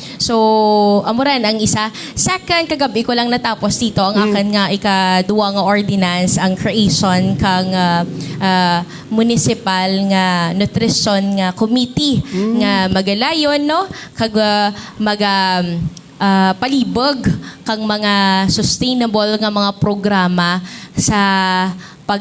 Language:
Hiligaynon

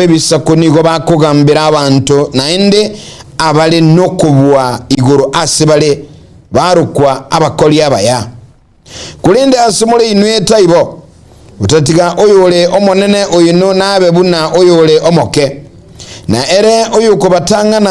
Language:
Gusii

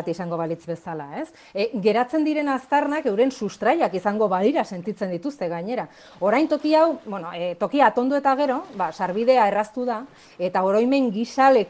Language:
Basque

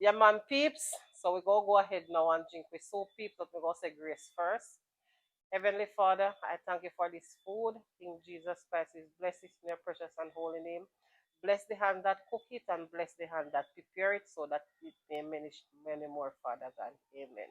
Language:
Jamaican Creole English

